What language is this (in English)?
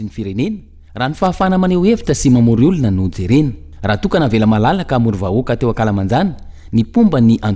Malagasy